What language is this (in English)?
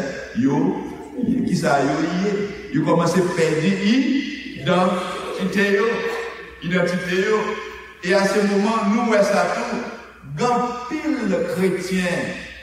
Haitian Creole